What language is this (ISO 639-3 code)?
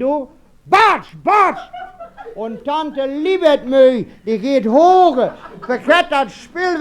wep